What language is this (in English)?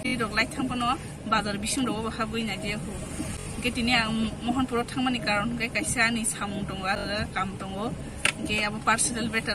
Kok Borok